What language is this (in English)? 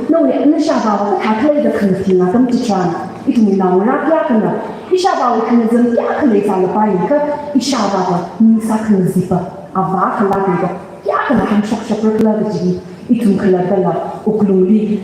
Tangkhul Naga (India)